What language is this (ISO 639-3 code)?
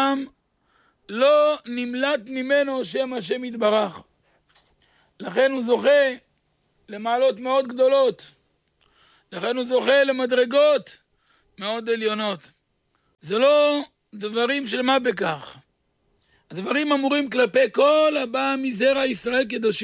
heb